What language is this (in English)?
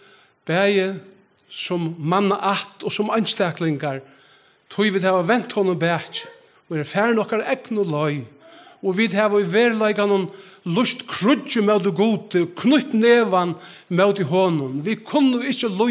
Faroese